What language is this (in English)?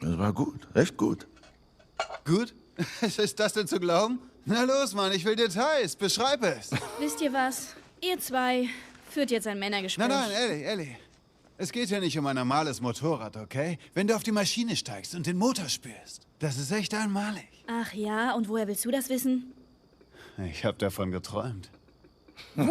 Bavarian